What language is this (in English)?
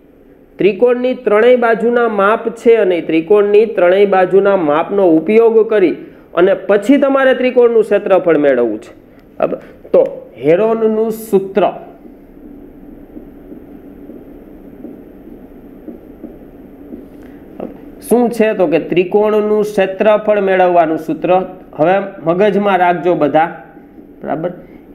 Gujarati